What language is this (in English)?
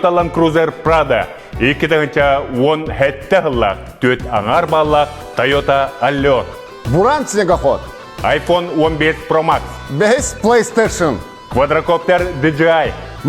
Yakut